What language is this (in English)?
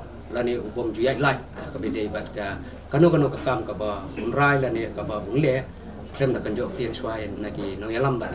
Khasi